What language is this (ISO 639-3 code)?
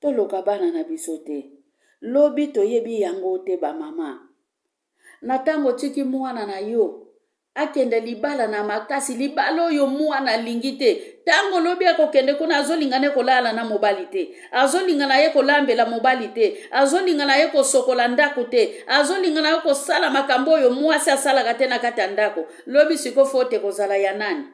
lin